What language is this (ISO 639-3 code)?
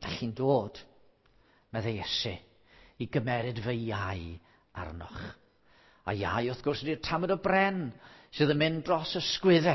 cym